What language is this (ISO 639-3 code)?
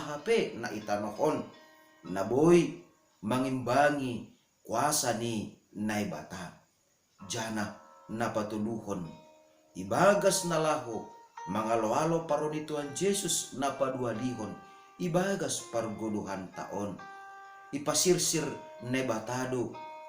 bts